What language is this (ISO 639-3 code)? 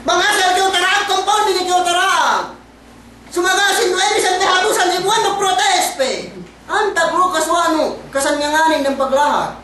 yka